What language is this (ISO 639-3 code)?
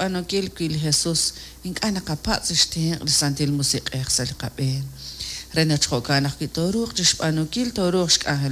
kek